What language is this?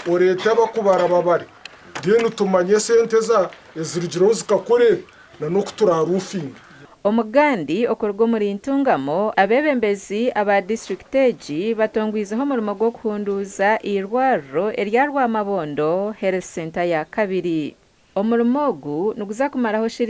Nyankole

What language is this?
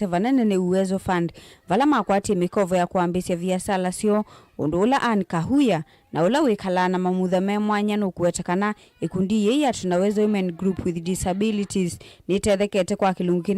Kamba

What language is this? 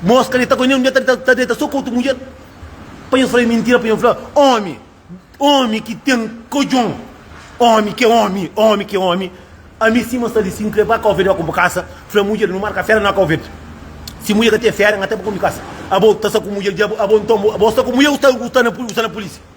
Kabuverdianu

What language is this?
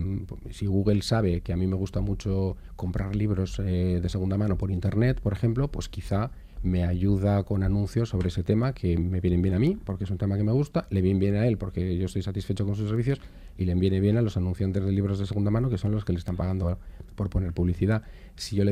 Spanish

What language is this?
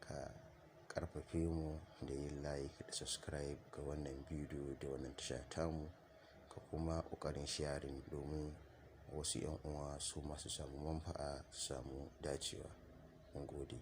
Hausa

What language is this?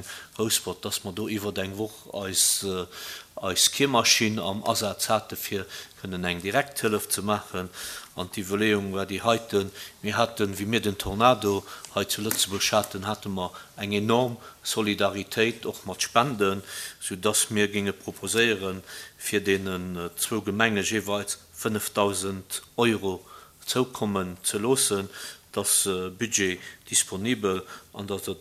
Luxembourgish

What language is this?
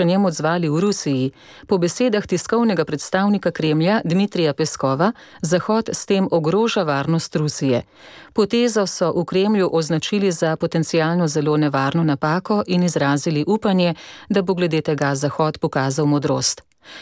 Slovenian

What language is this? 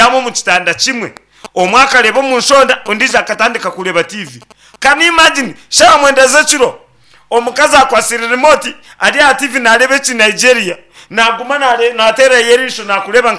Nyankole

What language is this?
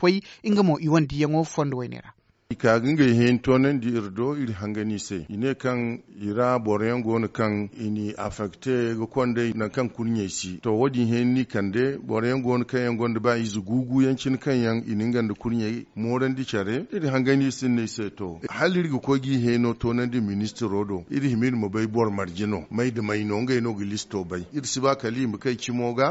Zarma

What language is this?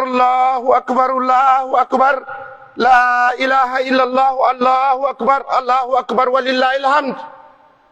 Pular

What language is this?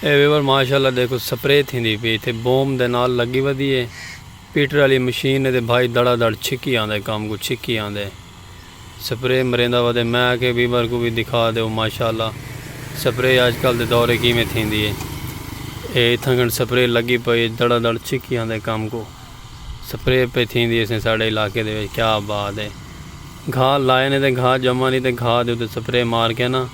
Saraiki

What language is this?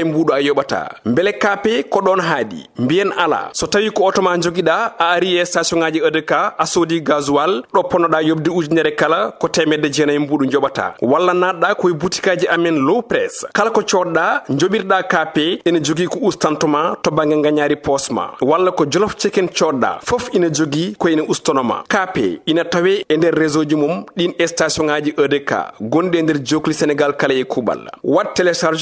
Fula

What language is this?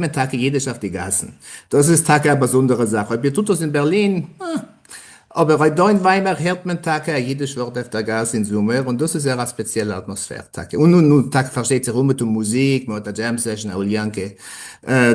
Yiddish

